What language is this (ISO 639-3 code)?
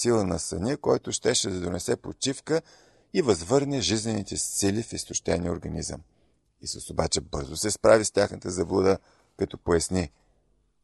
bul